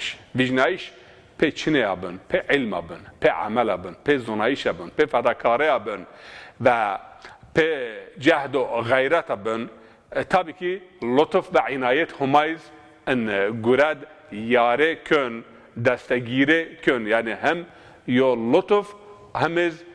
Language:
Zaza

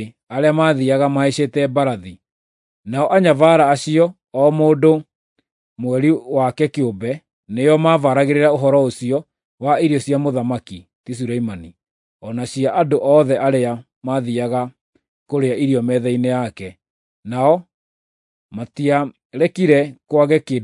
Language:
Kikuyu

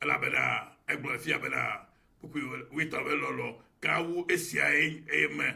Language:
Ewe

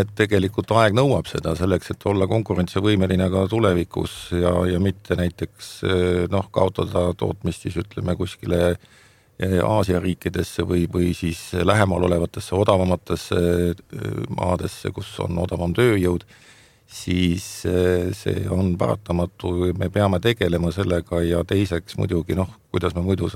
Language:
Estonian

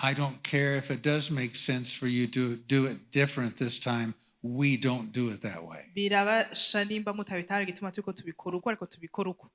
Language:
Rundi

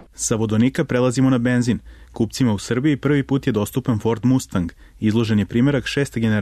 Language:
Serbian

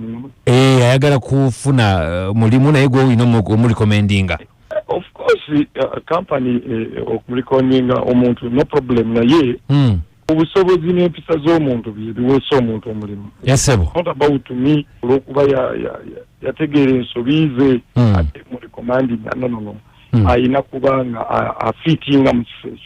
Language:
Ganda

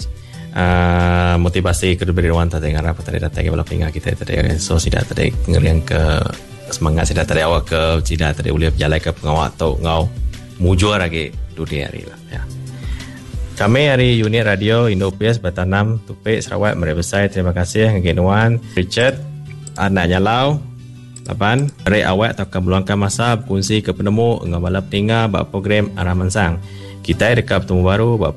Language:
Iban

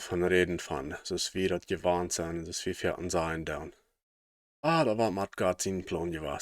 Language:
Plautdietsch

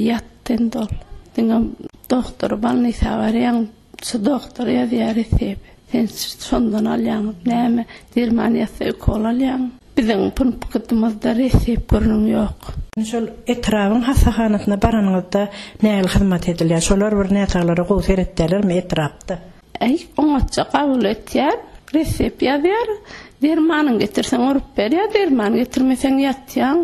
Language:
Turkmen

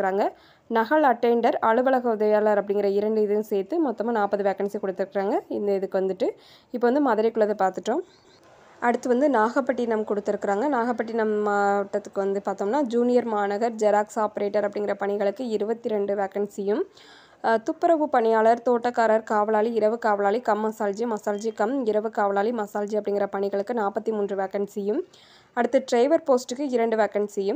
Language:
Tamil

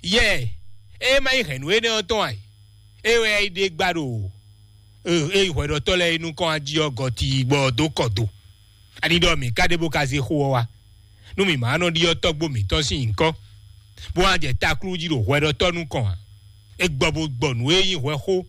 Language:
Fon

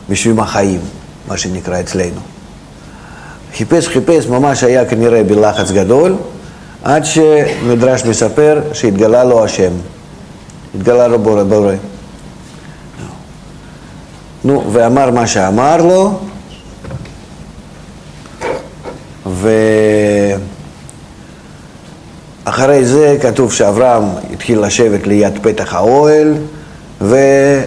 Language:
Hebrew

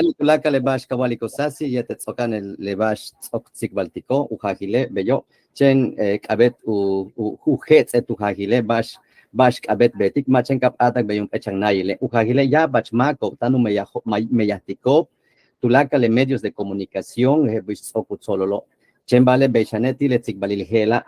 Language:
Yucateco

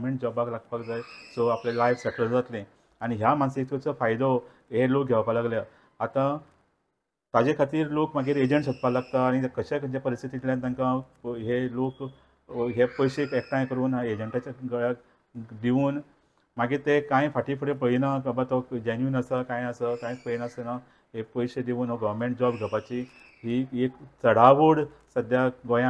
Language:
Konkani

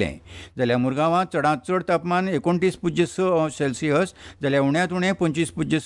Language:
Konkani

